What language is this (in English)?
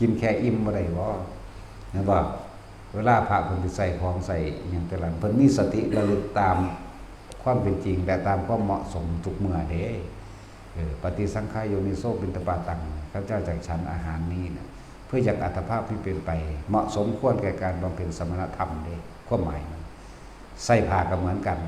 Northeastern Thai